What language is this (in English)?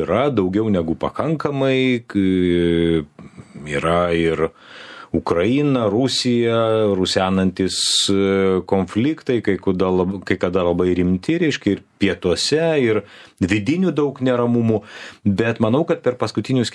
Lithuanian